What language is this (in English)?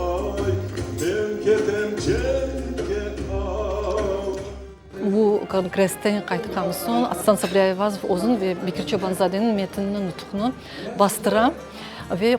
Crimean Tatar